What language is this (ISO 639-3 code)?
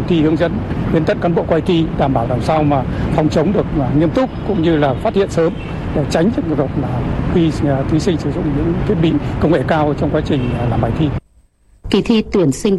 vie